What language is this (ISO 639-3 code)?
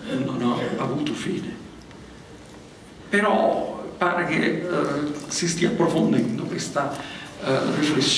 ita